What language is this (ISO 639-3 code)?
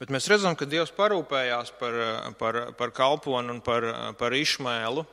lav